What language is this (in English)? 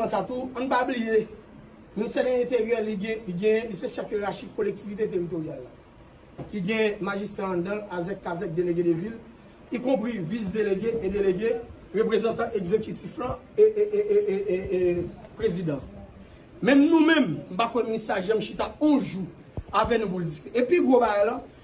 Haitian Creole